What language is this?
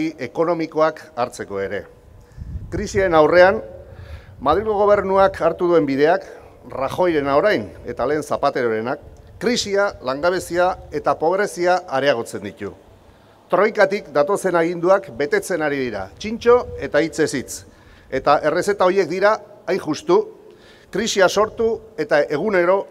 Basque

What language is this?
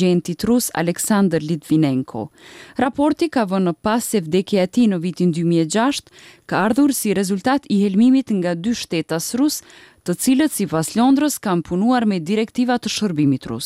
Albanian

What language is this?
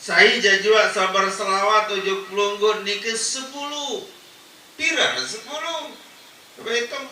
Sasak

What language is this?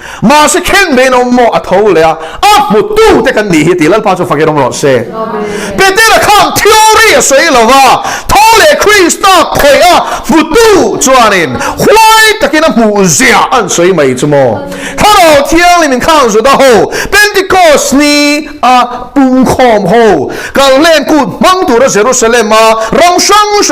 Mizo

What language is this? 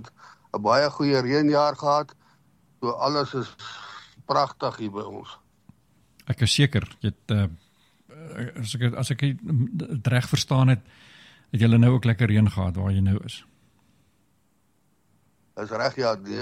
Afrikaans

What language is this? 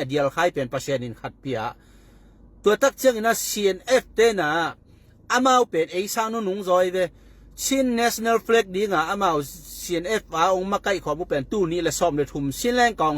Tedim Chin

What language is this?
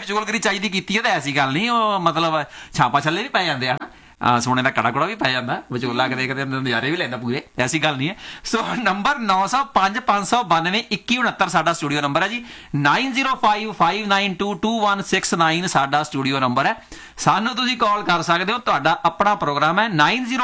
Punjabi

